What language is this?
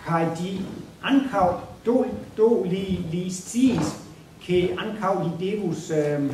Esperanto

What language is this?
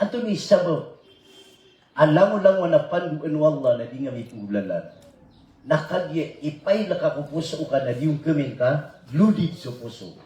Maranao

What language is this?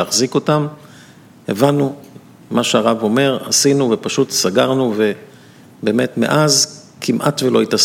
Hebrew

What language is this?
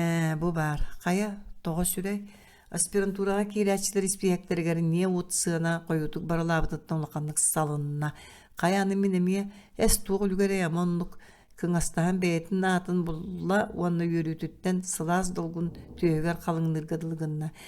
Yakut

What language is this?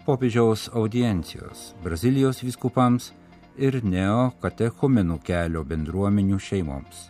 Lithuanian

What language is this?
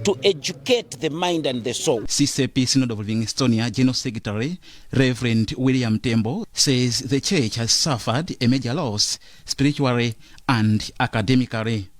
English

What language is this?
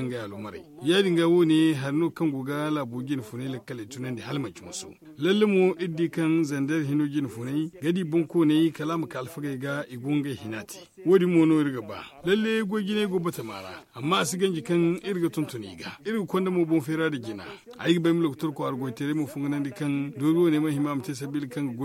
Zarma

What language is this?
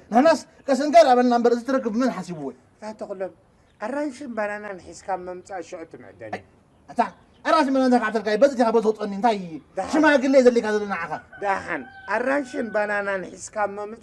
Tigrinya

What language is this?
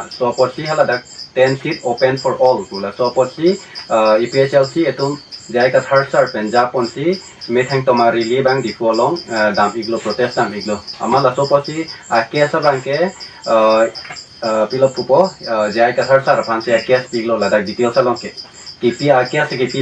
Karbi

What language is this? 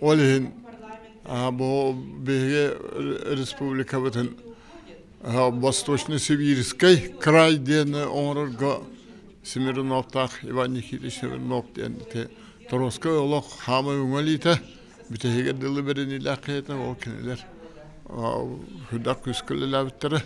Yakut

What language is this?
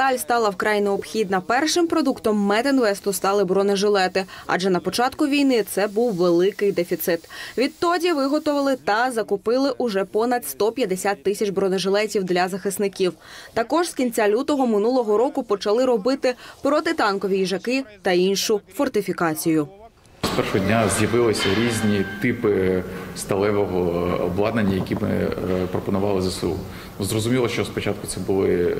Ukrainian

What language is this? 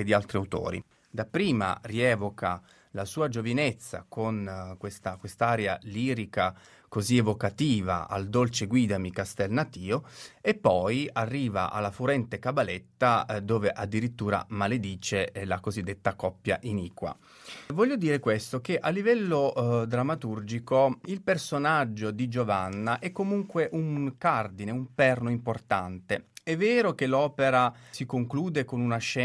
Italian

